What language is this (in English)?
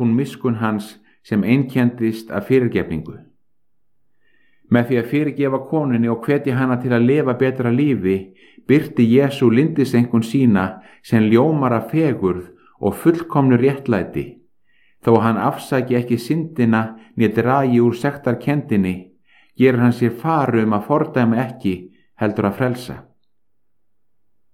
Icelandic